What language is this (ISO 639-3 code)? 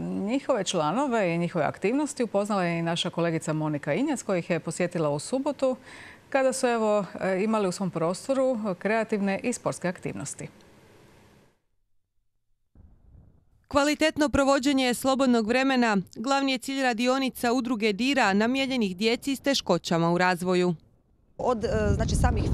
hrv